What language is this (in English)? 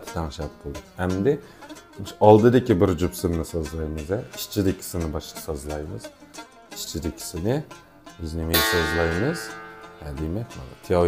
Uyghur